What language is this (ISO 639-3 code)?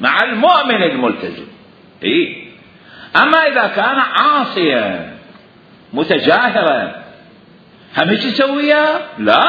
acm